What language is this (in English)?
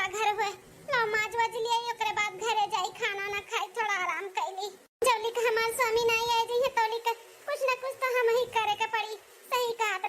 Awadhi